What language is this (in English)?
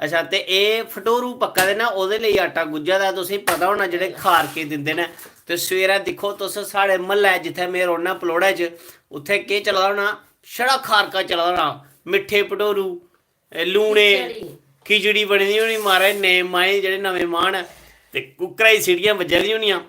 Dogri